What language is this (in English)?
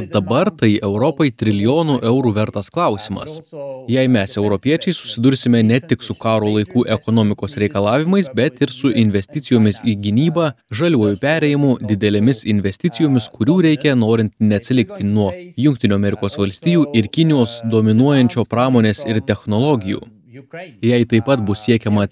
Lithuanian